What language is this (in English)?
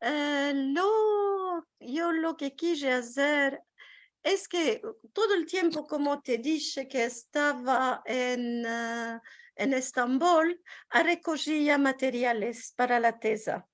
Ladino